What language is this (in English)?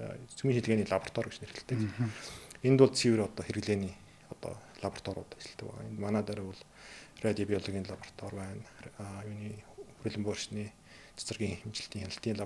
Mongolian